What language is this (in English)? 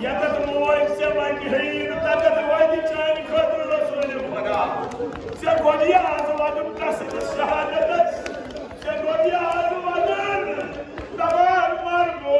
Kashmiri